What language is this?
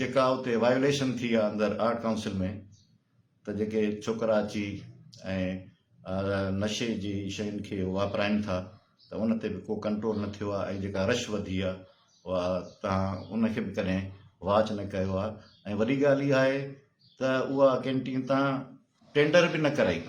Sindhi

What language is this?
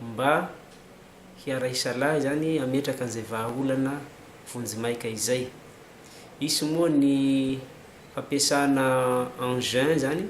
Malagasy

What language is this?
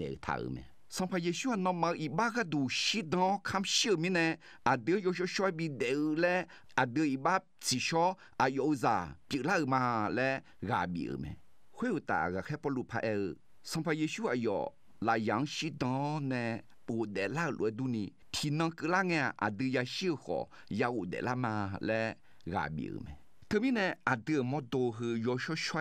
Akha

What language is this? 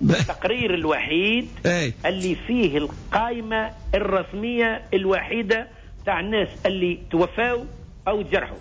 Tunisian Arabic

